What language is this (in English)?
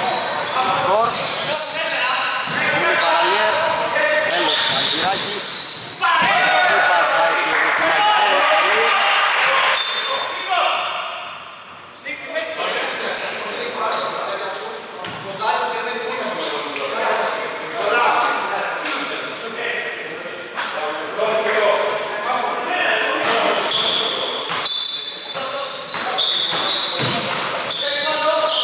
Greek